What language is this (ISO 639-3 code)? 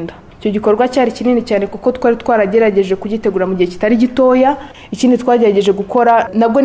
kin